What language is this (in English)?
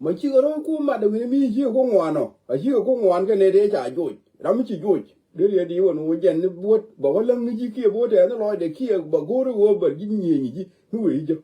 Nuer